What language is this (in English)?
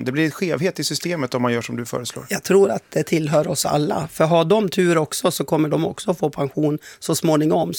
Swedish